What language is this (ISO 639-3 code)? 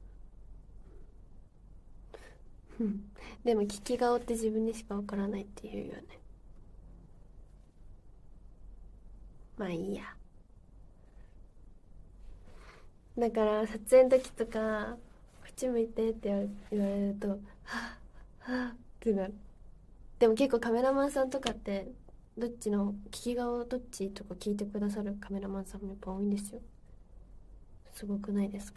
jpn